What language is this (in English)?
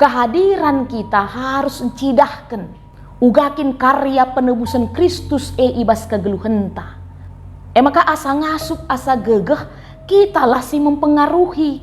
Batak Karo